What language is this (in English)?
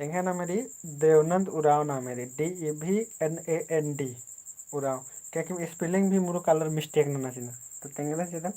Kurukh